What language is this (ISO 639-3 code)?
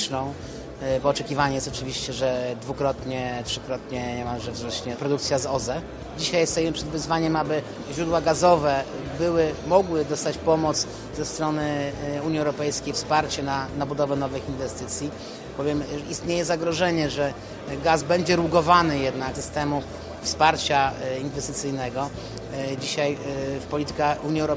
pol